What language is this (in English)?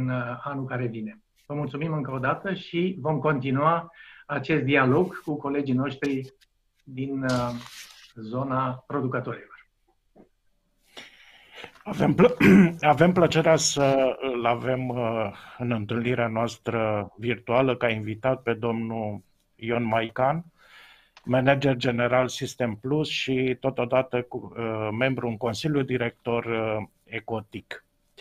Romanian